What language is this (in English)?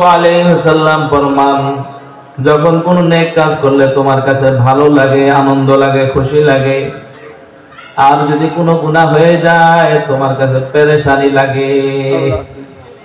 Bangla